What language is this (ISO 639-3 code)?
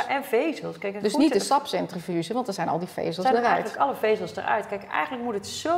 nld